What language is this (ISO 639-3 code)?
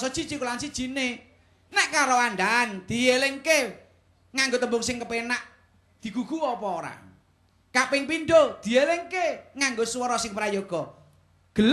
jav